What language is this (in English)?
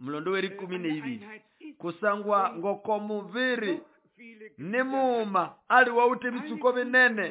Nande